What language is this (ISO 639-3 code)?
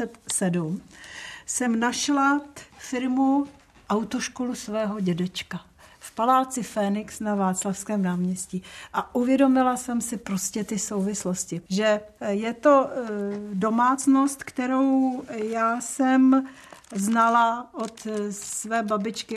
ces